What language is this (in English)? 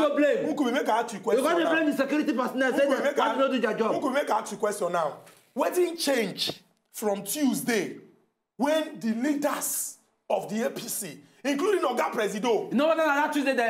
Nigerian Pidgin